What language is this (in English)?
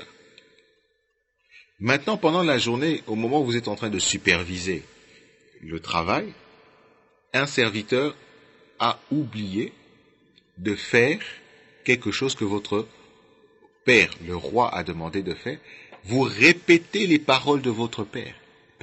French